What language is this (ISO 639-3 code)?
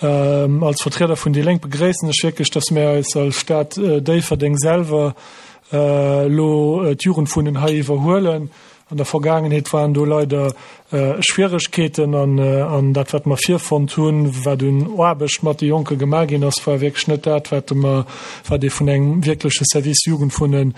ltz